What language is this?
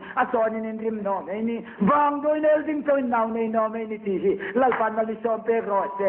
Hmar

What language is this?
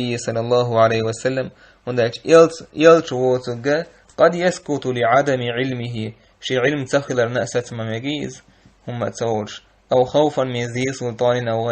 Chechen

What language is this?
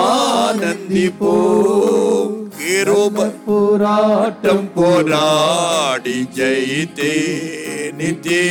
Tamil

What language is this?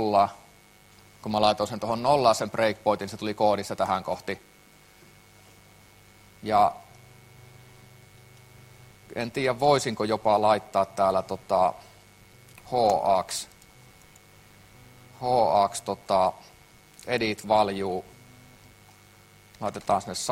Finnish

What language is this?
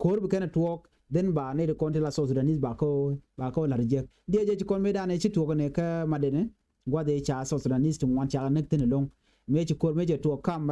Nuer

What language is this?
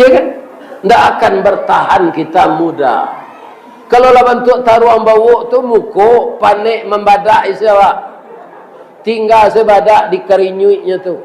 Minangkabau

